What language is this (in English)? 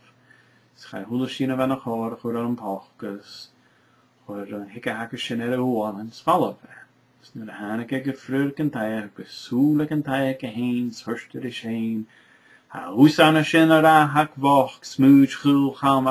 Scottish Gaelic